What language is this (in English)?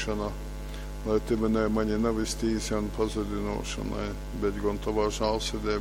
Latgalian